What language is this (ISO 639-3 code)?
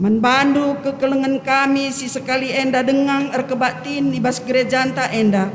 btx